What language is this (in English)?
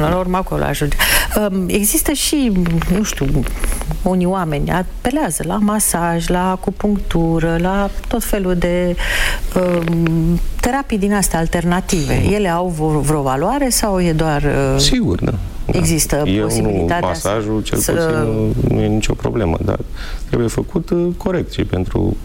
Romanian